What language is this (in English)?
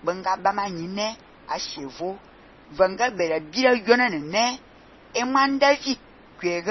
Fang